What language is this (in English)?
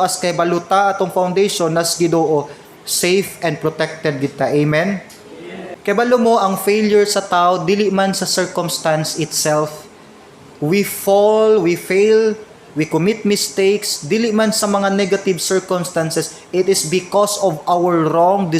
Cebuano